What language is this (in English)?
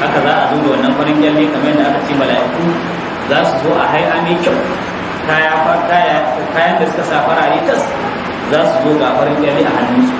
Hausa